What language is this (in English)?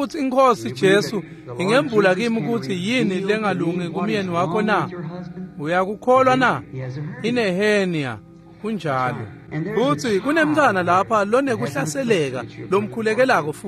Swati